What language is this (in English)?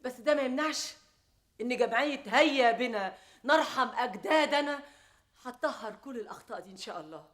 Egyptian Arabic